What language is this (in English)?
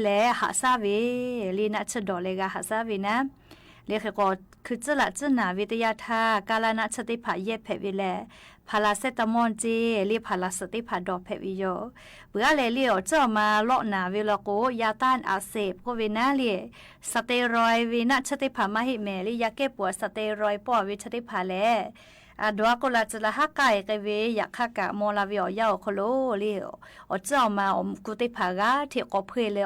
Lahu